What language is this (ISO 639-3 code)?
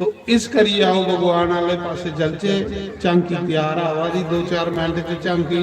doi